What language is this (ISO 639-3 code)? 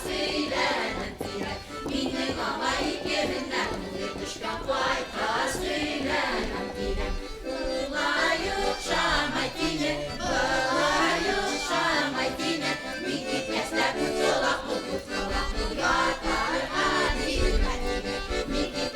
bak